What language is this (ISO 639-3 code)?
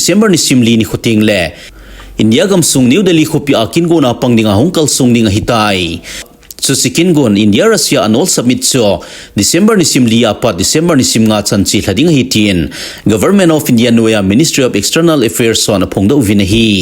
tcz